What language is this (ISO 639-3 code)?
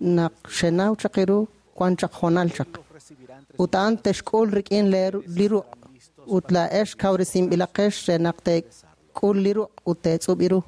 kek